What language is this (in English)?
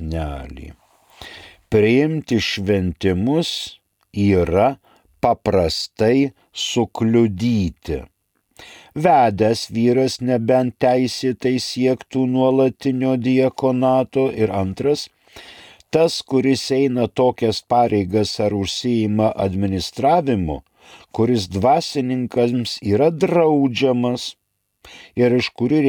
Lithuanian